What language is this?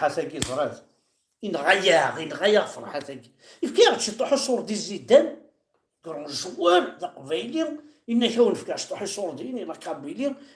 Kabyle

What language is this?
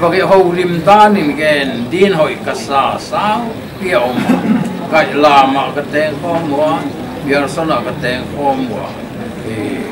Paite Chin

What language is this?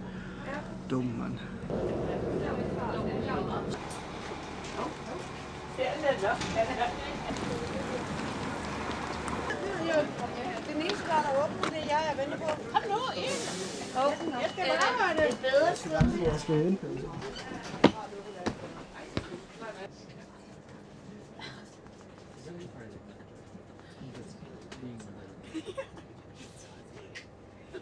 Danish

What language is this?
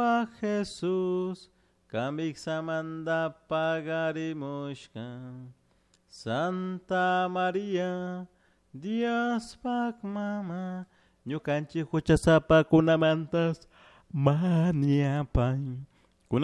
Chimborazo Highland Quichua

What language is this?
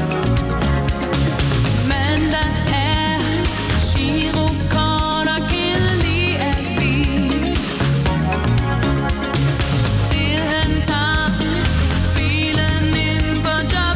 Danish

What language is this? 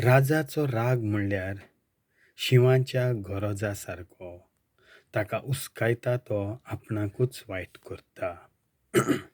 Konkani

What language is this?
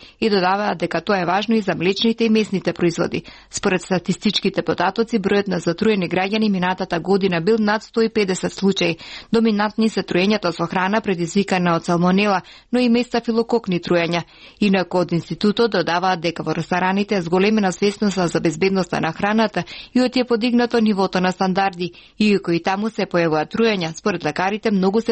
Macedonian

